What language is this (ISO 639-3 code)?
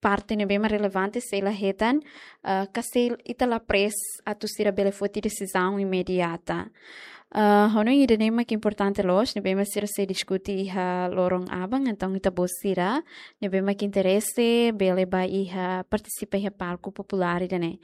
tet